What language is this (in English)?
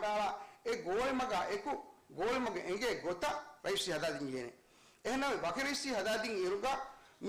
Divehi